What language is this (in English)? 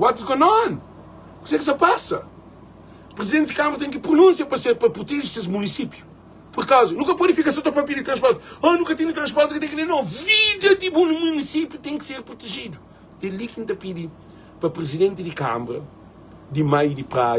Kabuverdianu